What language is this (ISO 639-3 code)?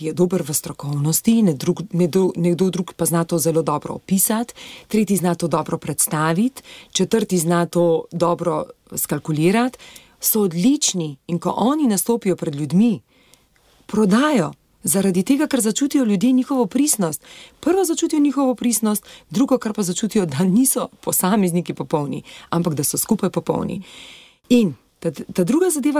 slv